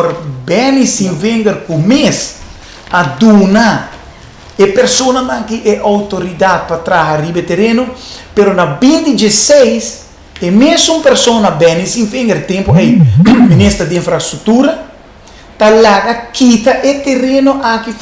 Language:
Papiamento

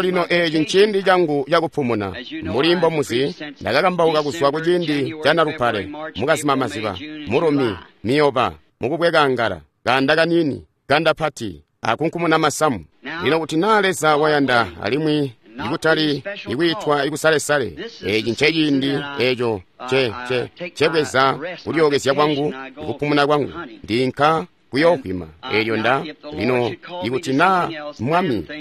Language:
Tonga (Zambia)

